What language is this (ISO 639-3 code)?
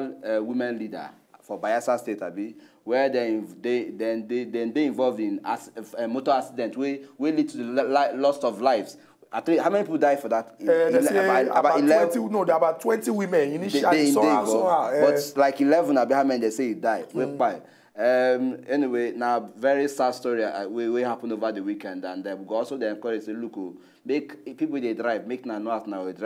pcm